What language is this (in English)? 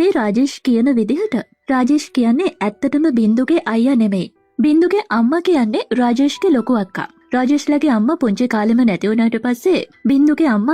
Sinhala